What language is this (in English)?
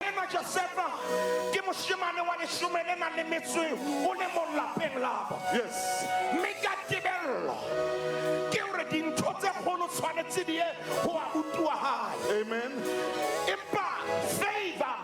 Southern Sotho